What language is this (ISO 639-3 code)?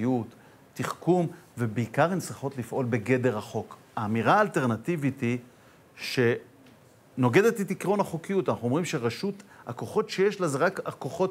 heb